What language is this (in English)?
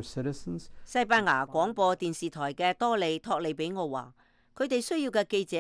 Cantonese